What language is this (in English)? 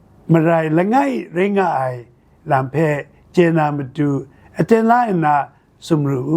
Kachin